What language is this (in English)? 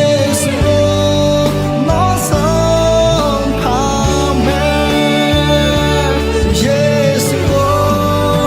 Akha